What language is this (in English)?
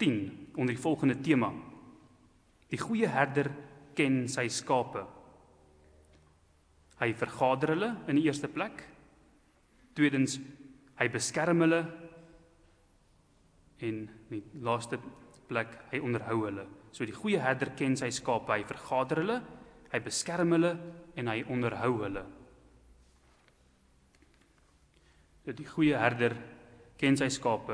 Afrikaans